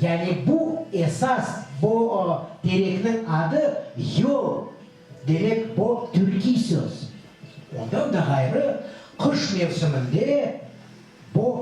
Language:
Crimean Tatar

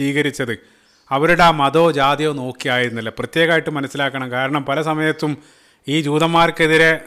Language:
Malayalam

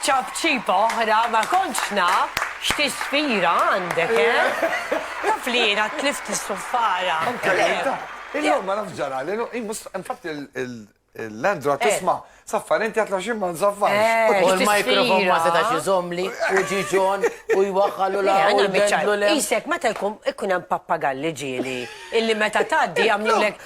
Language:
Maltese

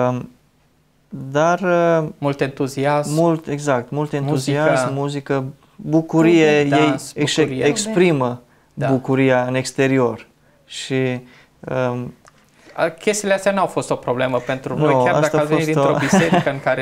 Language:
Romanian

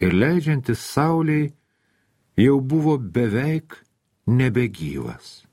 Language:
Lithuanian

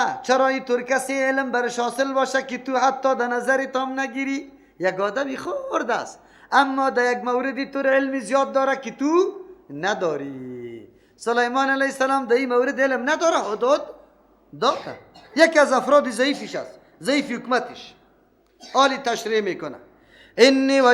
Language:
Persian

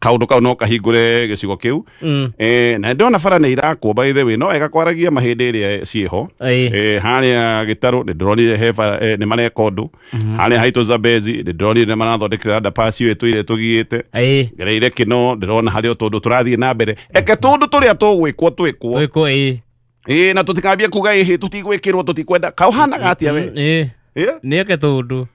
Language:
Kikuyu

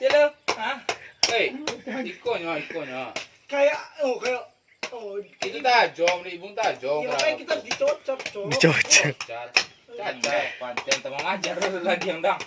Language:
Minangkabau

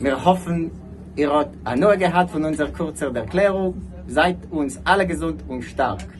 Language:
Yiddish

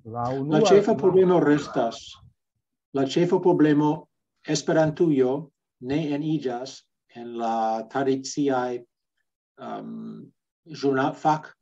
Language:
Esperanto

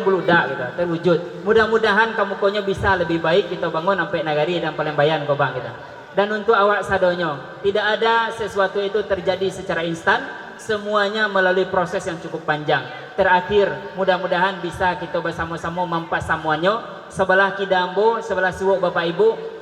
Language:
Minangkabau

